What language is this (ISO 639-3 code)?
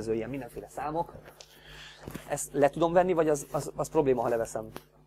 hun